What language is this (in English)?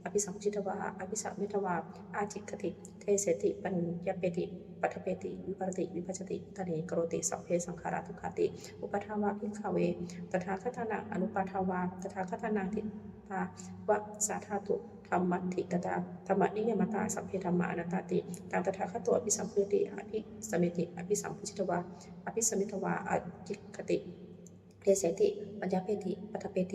Pali